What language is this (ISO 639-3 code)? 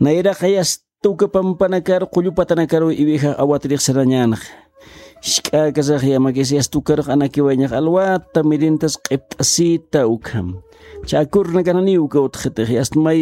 aym